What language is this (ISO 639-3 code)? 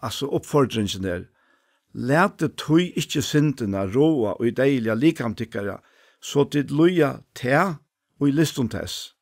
fao